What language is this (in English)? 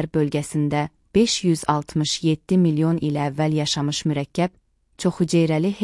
Azerbaijani